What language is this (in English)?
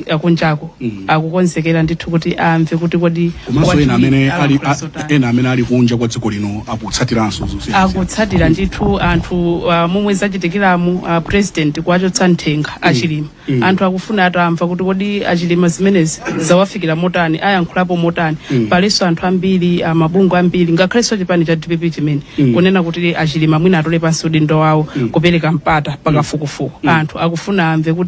Nyanja